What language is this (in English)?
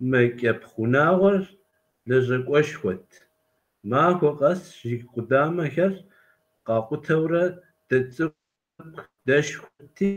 Kabardian